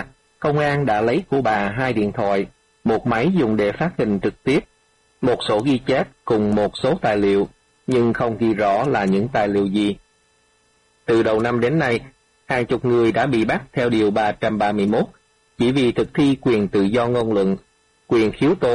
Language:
Vietnamese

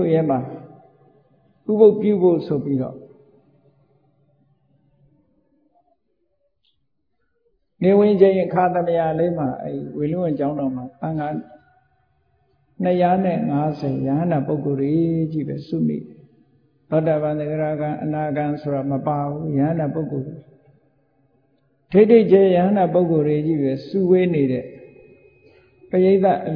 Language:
Burmese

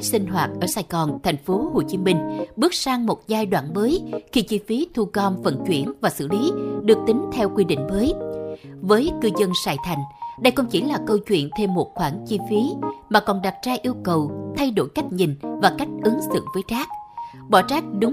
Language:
Vietnamese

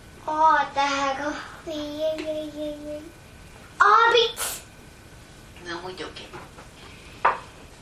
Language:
Estonian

